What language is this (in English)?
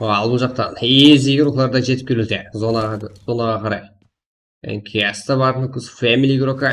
Kara-Kalpak